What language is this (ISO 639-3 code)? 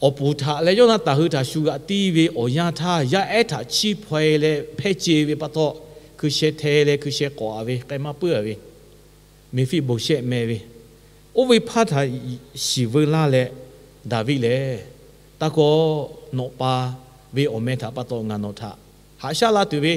lhu